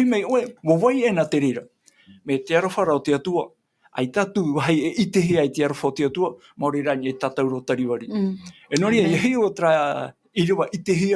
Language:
Tahitian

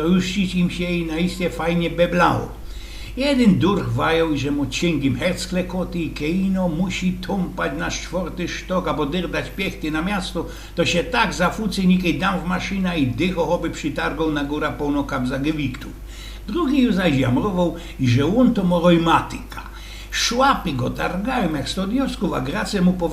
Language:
Silesian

